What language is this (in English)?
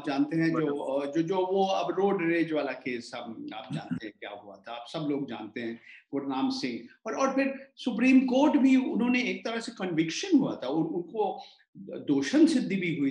Hindi